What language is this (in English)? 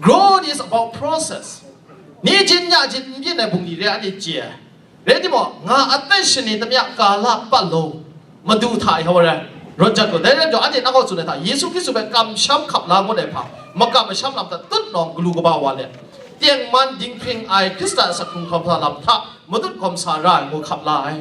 Kachin